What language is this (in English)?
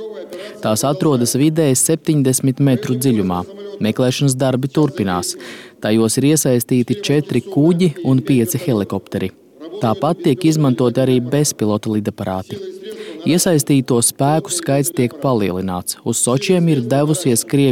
Latvian